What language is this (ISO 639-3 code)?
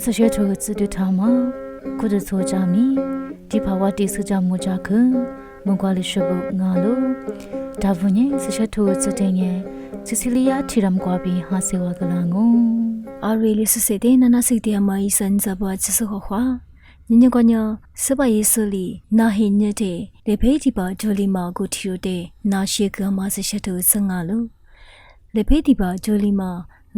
lis